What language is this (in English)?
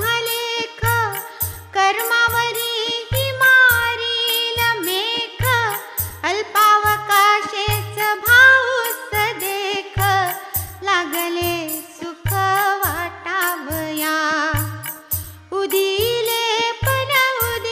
Marathi